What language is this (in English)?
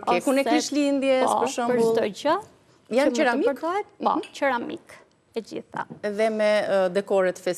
Albanian